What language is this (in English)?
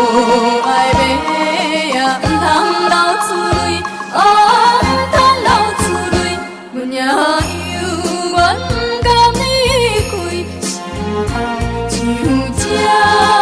Min Nan Chinese